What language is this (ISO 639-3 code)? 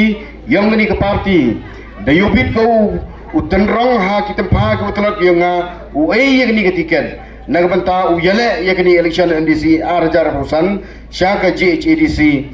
pbv